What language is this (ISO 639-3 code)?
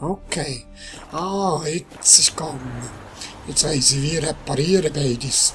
gsw